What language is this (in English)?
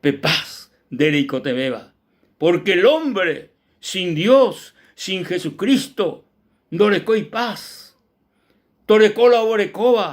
Guarani